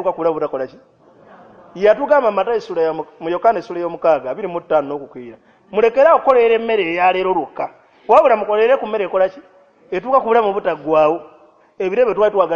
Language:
Ganda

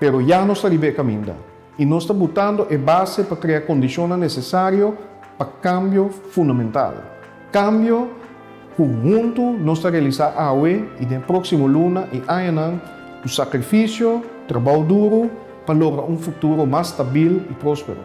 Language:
Papiamento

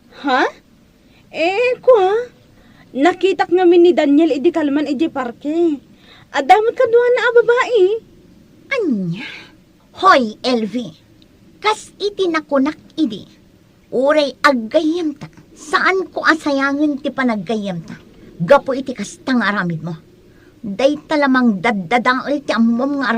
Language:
Iloko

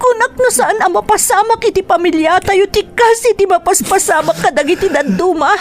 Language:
Iloko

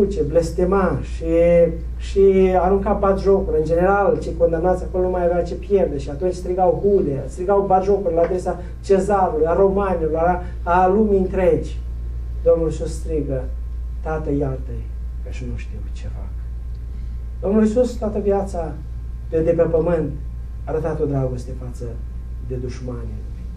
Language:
Romanian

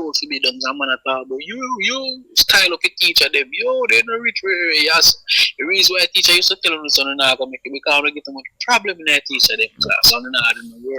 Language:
Jamaican Creole English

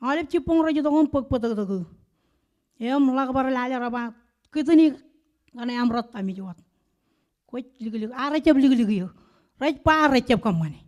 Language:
Marshallese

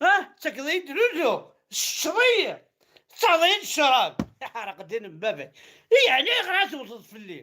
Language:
Kabyle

